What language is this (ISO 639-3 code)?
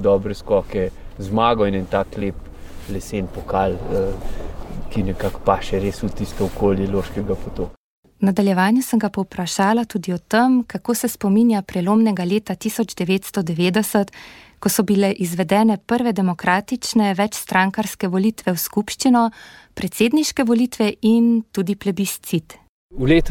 slv